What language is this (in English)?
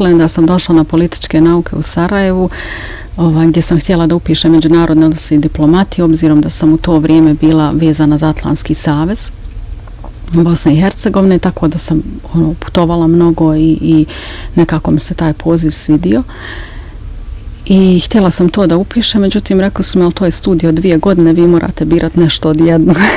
Bosnian